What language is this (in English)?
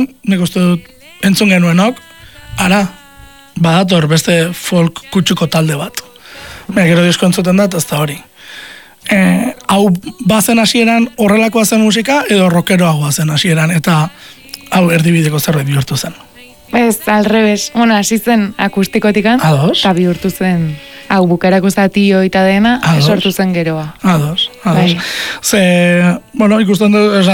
Basque